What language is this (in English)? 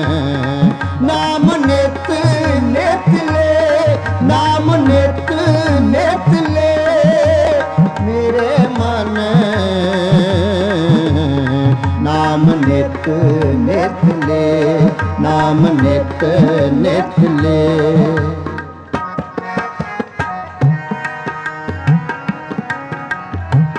Hindi